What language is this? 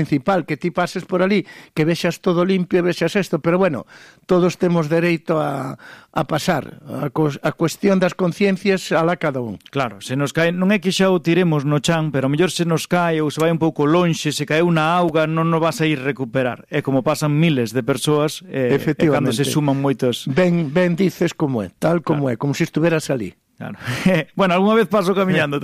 Galician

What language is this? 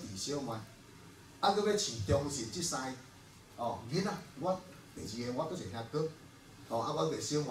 Min Nan Chinese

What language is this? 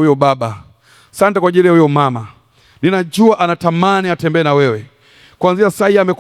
Swahili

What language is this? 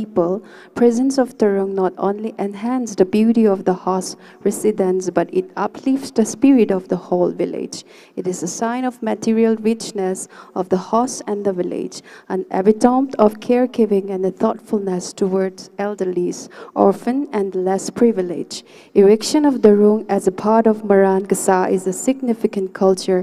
Tangkhul Naga (India)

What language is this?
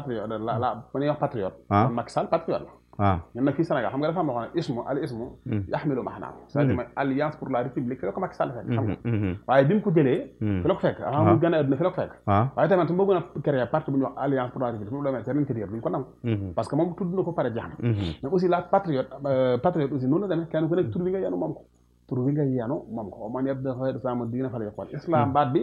Wolof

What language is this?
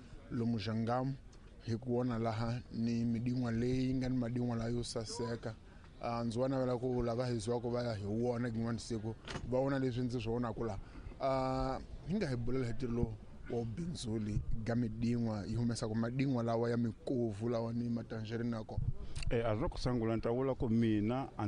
Tsonga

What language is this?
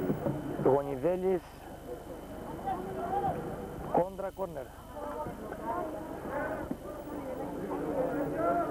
Greek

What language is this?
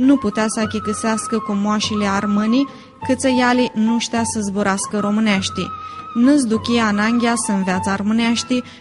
Aromanian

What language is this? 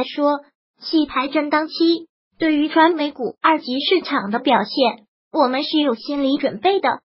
Chinese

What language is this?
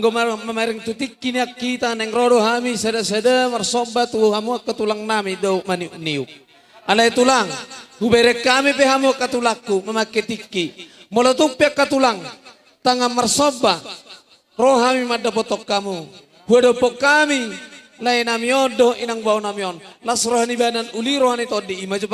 Batak Toba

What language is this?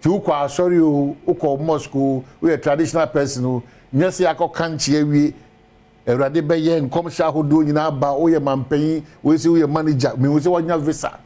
Akan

